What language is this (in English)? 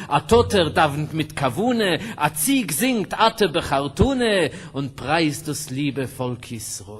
Yiddish